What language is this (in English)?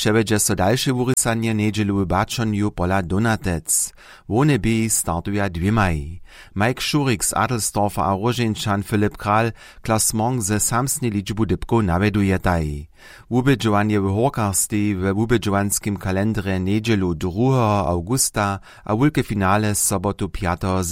Upper Sorbian